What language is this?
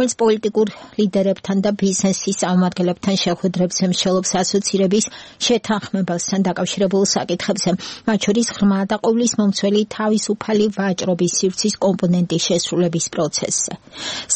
Georgian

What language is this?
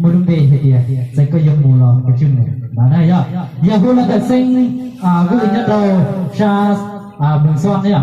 Hmong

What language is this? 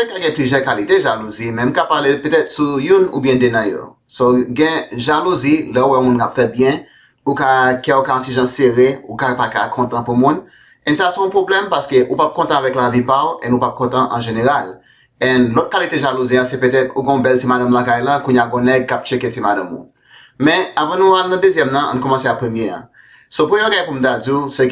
Haitian Creole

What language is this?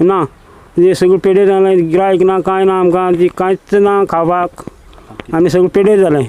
Konkani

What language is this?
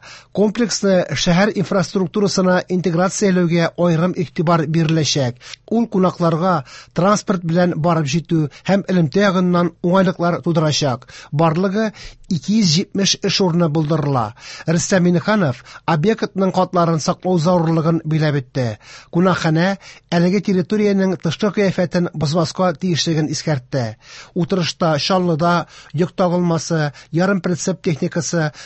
Tatar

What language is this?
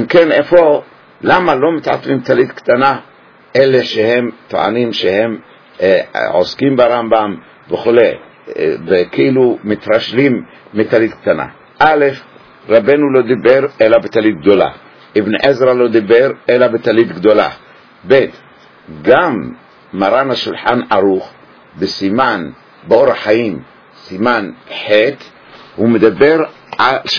Hebrew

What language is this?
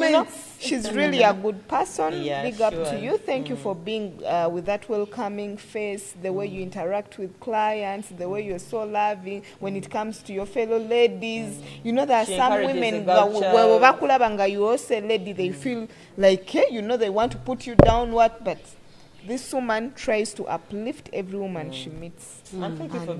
Nyoro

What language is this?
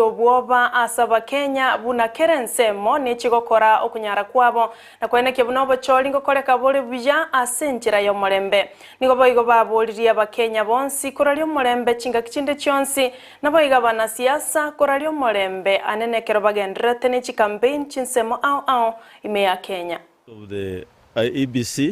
Gusii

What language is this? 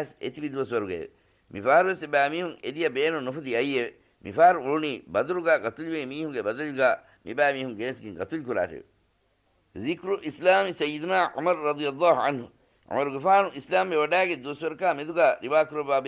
Divehi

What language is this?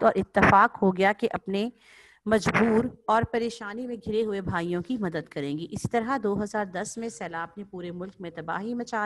Urdu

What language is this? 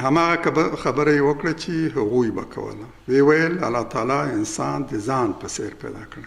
Pashto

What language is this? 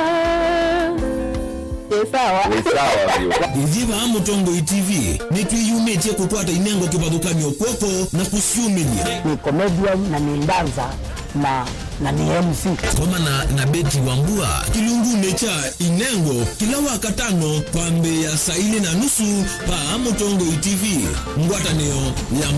Kamba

